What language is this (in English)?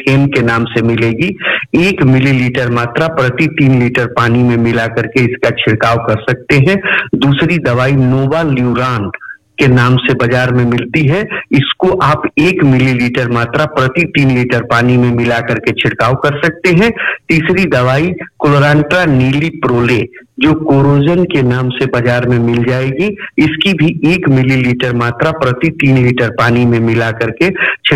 Hindi